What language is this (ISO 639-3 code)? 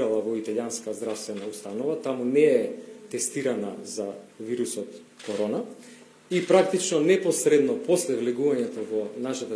mkd